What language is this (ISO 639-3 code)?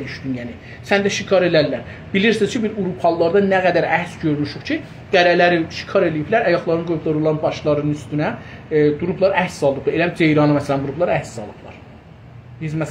azb